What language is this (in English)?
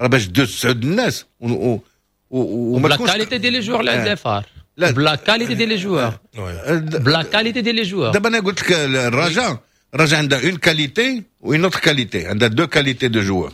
Moroccan Arabic